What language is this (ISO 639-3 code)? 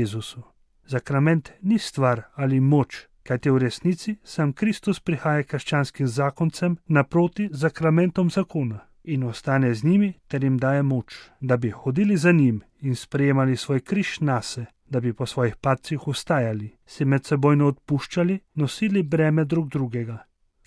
slv